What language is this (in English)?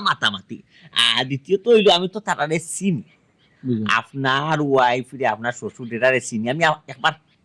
Sylheti